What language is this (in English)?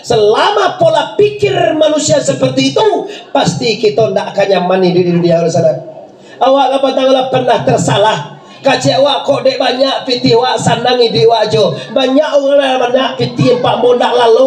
Minangkabau